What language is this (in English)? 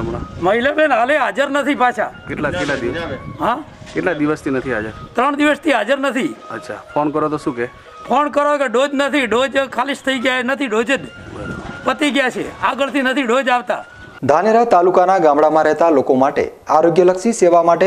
Gujarati